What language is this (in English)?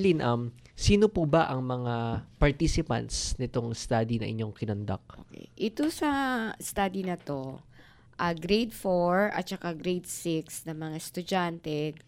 Filipino